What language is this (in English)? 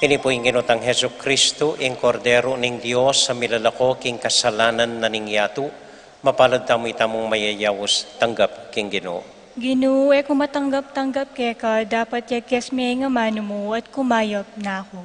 Pampanga